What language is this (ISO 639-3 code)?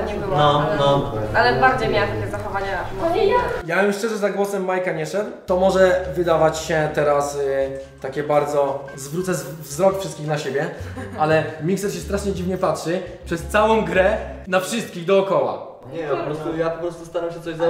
pol